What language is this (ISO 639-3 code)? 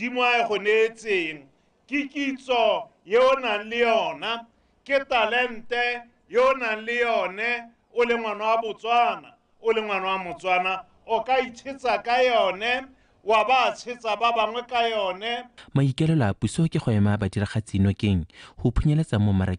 tsn